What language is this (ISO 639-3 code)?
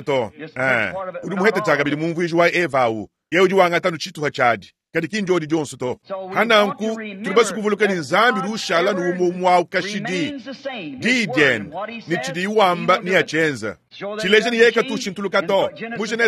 lua